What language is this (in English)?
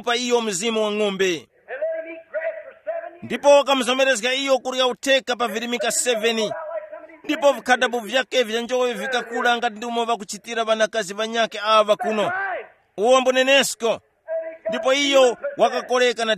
Tumbuka